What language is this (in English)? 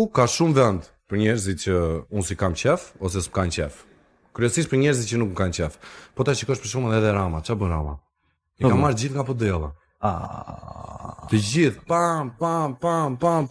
Albanian